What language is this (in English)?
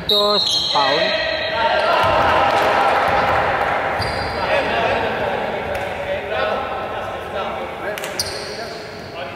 Greek